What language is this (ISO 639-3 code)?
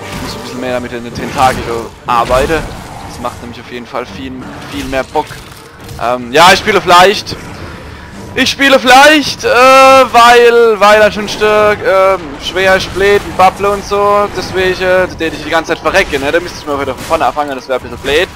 pfl